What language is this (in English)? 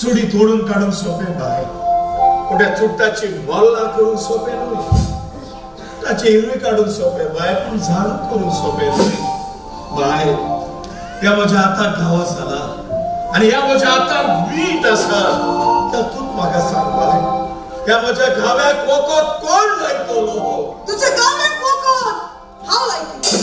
Konkani